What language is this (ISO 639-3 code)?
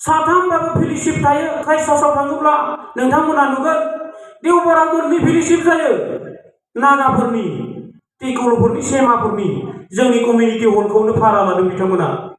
brx